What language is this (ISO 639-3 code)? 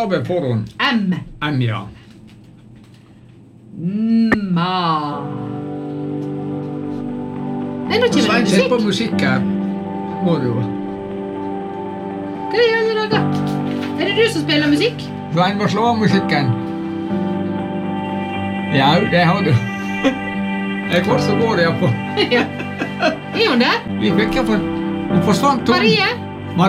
nor